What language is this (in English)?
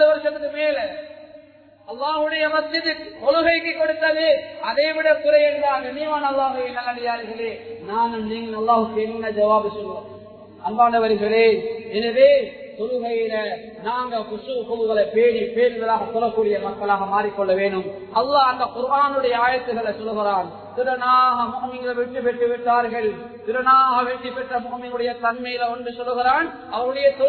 Tamil